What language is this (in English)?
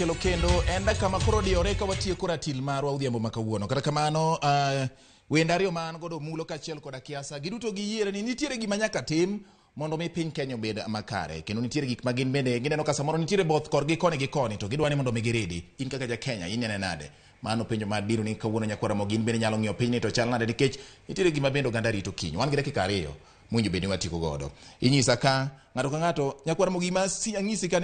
Luo (Kenya and Tanzania)